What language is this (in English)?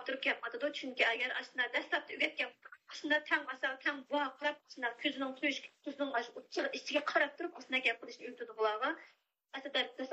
Uyghur